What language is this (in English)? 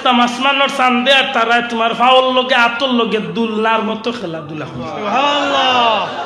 Sylheti